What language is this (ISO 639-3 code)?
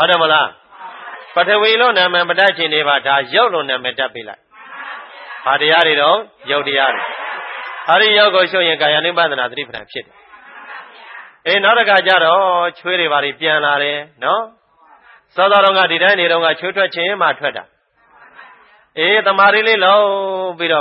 mya